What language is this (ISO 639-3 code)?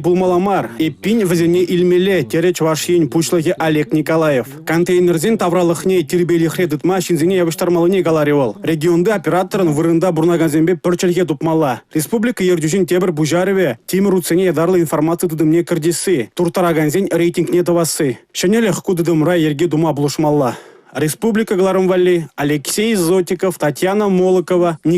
chv